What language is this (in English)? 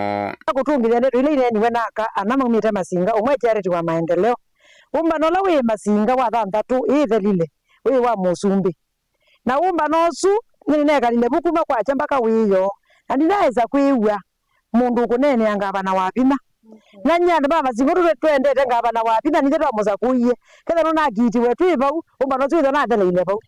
Kamba